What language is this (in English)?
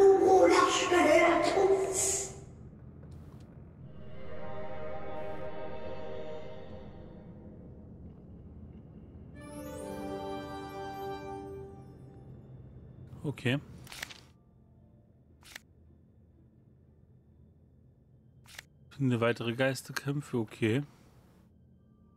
German